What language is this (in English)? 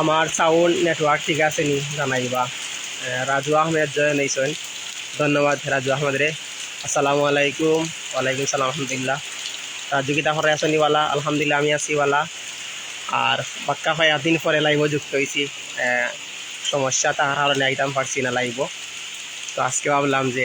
Sylheti